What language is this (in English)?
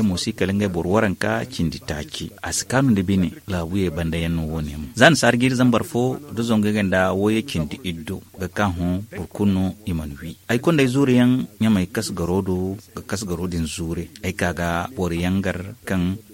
Zarma